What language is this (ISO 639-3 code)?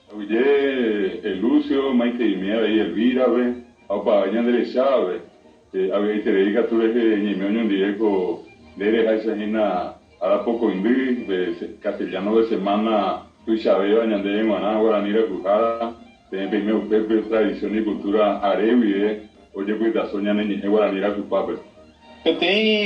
grn